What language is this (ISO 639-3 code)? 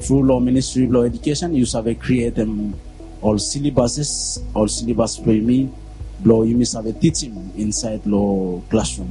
bis